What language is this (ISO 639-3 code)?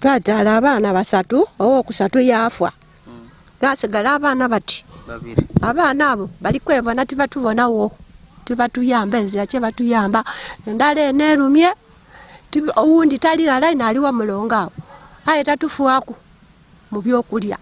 lug